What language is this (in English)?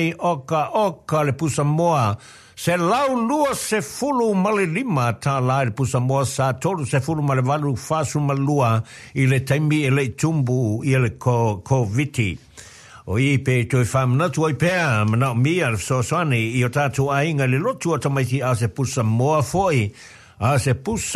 Samoan